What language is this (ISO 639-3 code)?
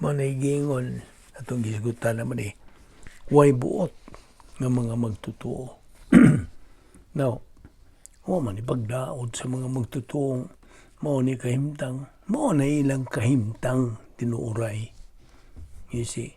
ceb